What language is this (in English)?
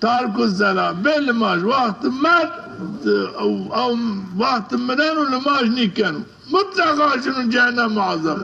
Zaza